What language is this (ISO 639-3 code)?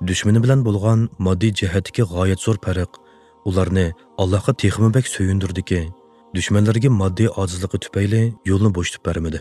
uig